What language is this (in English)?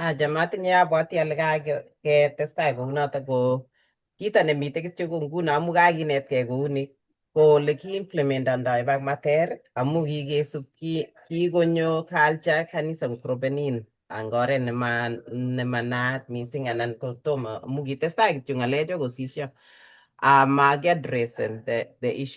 Kalenjin